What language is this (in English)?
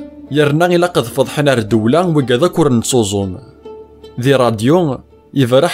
Kabyle